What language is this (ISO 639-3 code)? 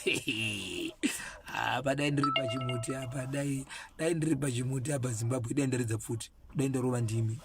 sna